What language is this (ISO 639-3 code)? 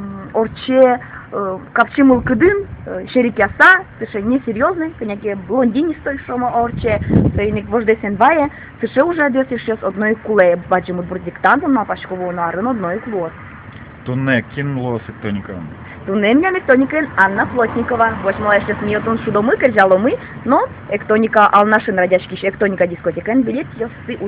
udm